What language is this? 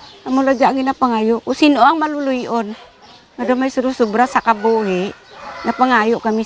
Hiligaynon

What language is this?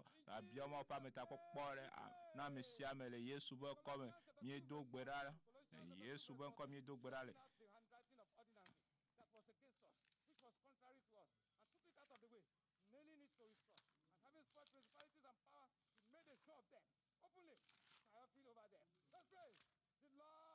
Ewe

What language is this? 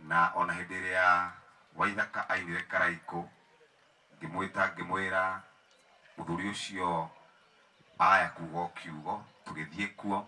Kikuyu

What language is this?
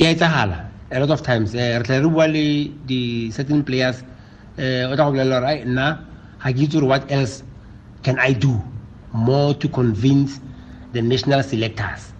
Tswana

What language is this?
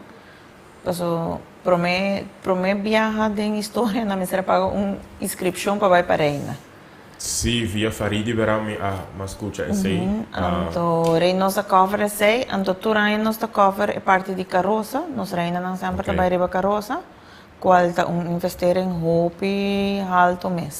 Papiamento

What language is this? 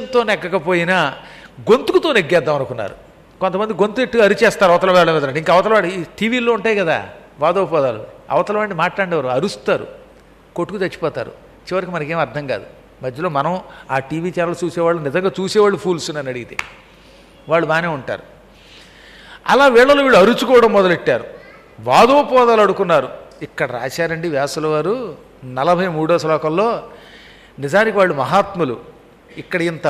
Telugu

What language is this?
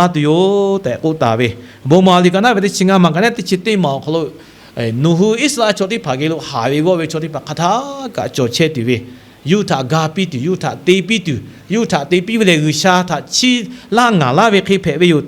Lahu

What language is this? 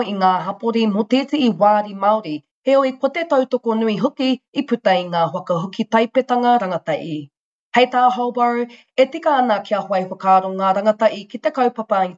Māori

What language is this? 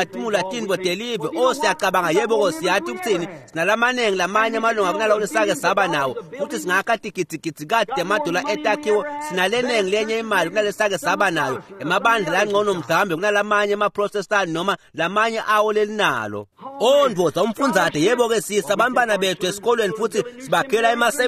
Swati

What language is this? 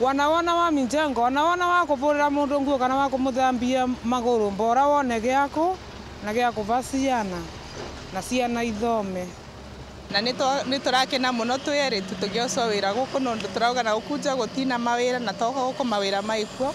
Meru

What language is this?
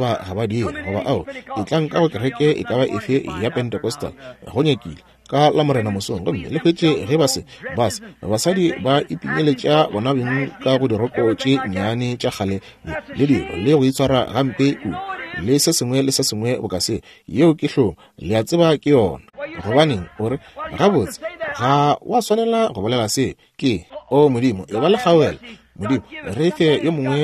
Northern Sotho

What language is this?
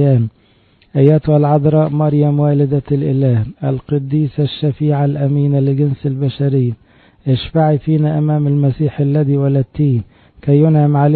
Arabic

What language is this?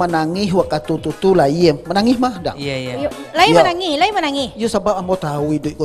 Minangkabau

